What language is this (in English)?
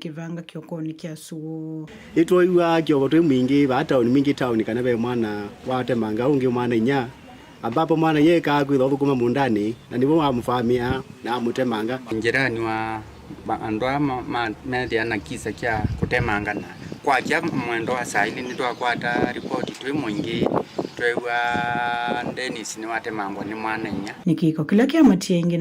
Kamba